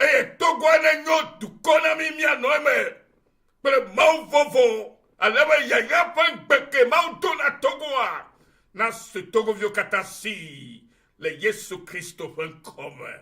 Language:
Ewe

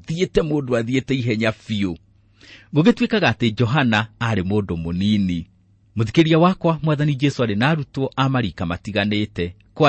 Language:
Kikuyu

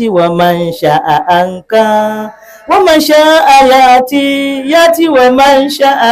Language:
Dagbani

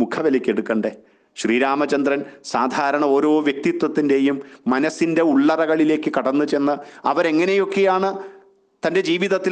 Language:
Malayalam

